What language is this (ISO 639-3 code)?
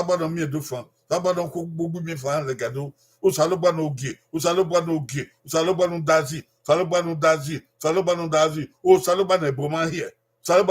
bin